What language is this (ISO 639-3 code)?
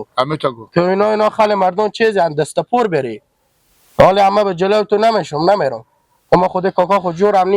haz